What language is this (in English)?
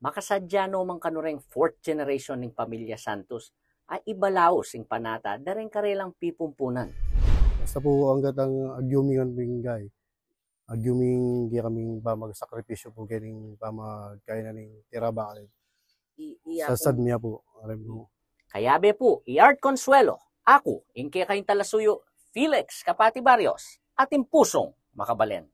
Pampanga